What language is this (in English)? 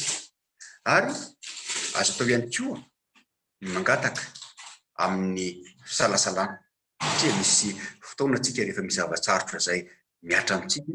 Malagasy